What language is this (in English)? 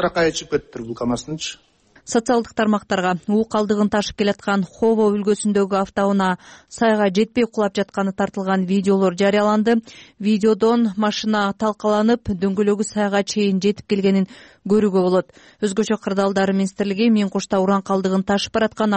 Kyrgyz